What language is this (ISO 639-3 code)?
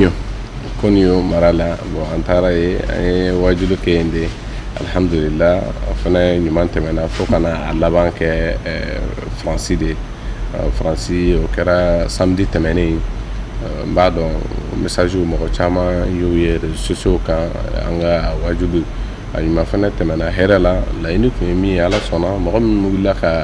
bam